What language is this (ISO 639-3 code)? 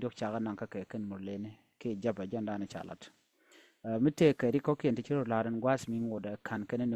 nus